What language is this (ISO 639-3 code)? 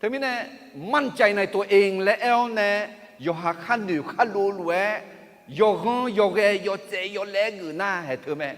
ahk